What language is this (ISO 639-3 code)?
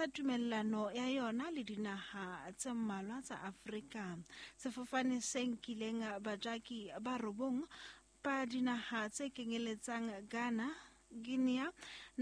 sot